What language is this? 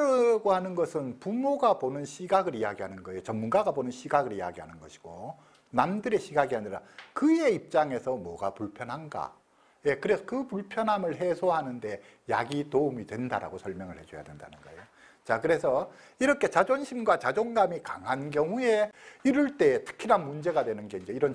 Korean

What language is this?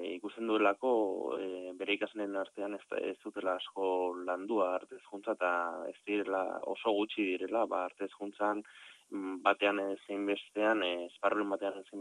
Basque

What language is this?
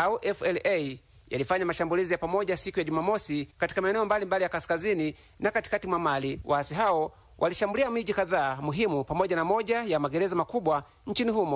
Swahili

